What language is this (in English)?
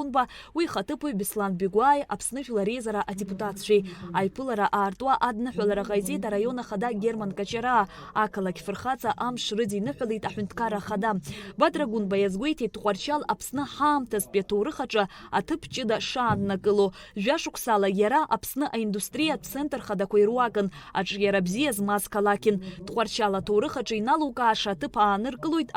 Abkhazian